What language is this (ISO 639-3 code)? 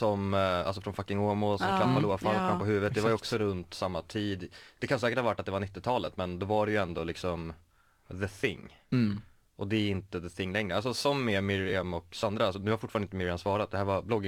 swe